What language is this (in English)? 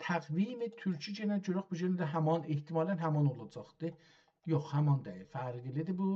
South Azerbaijani